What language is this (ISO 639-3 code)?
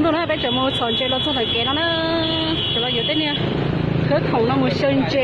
hmn